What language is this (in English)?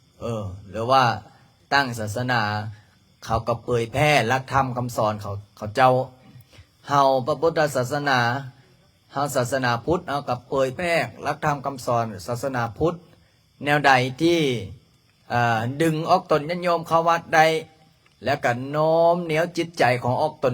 Lao